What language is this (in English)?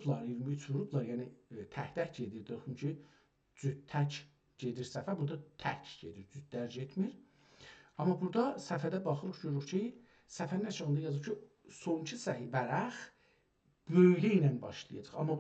South Azerbaijani